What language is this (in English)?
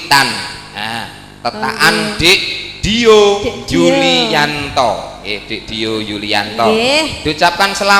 Javanese